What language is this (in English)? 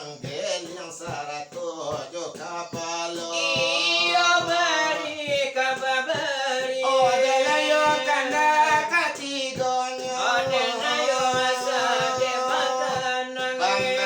Minangkabau